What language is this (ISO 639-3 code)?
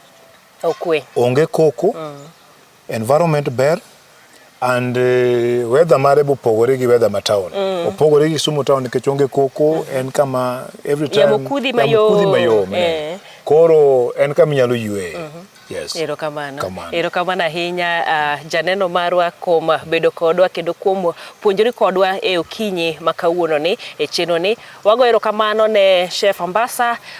luo